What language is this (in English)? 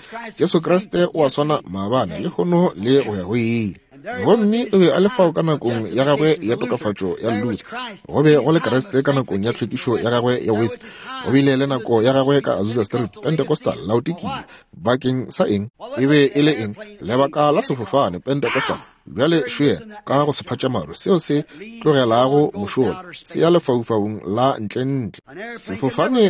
Northern Sotho